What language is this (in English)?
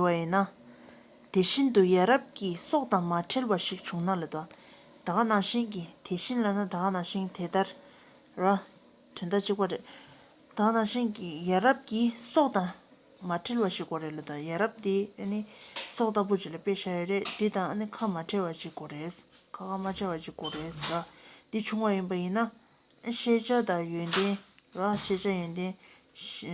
Tibetan